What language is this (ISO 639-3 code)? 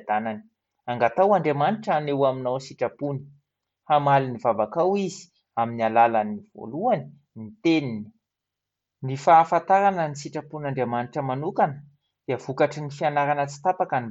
mlg